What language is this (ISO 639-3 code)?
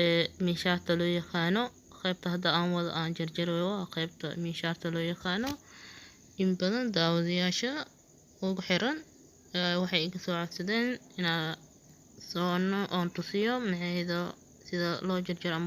som